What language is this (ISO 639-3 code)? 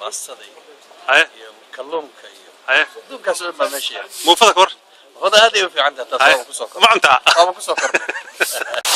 som